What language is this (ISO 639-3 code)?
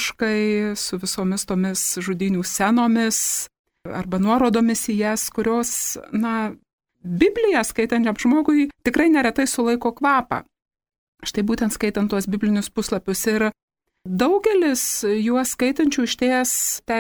lit